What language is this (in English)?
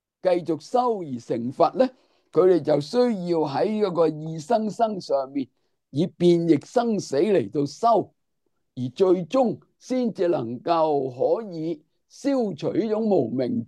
Cantonese